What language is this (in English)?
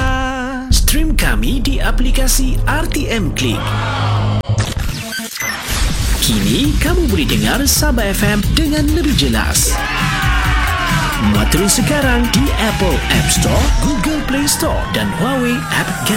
Malay